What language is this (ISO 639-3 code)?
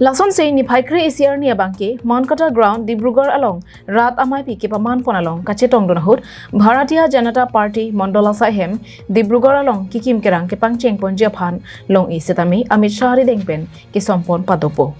mjw